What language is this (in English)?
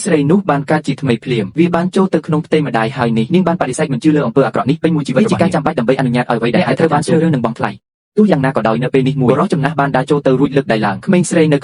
Khmer